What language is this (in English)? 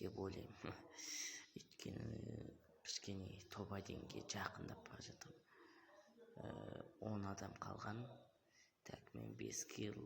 Kazakh